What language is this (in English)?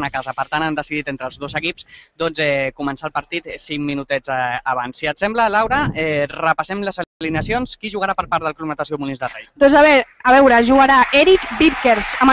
Catalan